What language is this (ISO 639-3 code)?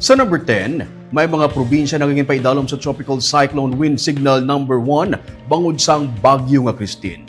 hil